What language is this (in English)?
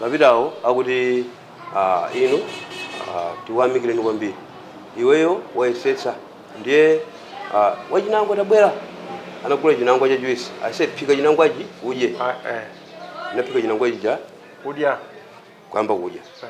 Nyanja